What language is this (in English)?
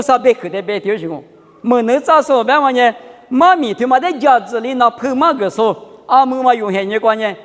Lisu